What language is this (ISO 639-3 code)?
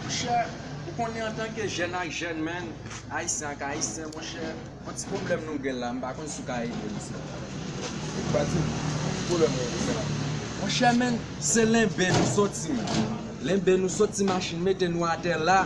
hat